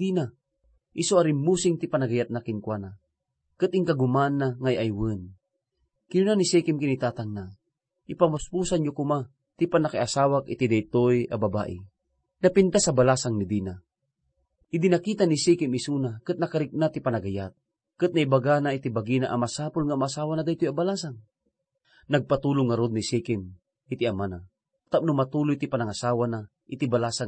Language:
Iloko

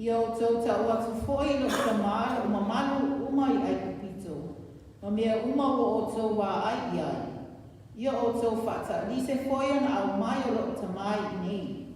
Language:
Samoan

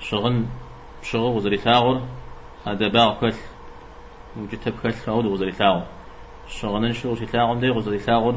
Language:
Kabardian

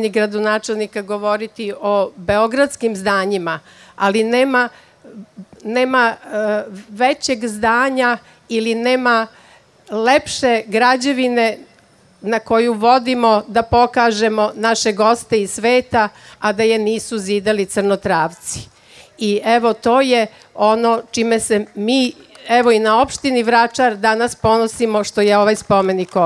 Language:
Serbian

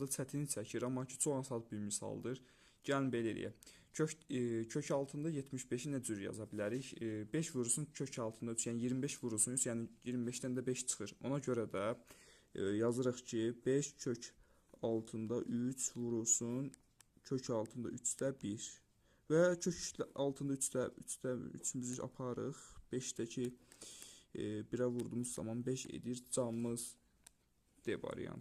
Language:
Azerbaijani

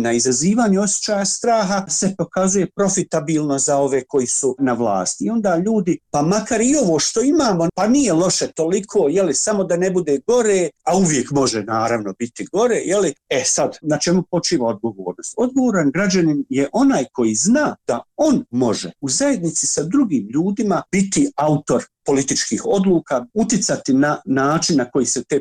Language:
Bosnian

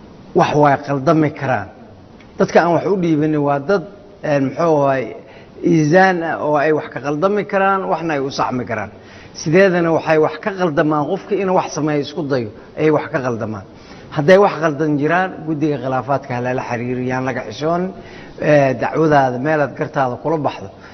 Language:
Somali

